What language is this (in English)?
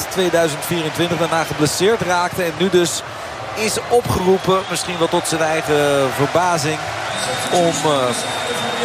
Dutch